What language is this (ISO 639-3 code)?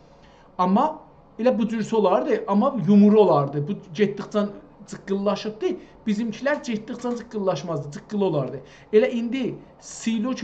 azb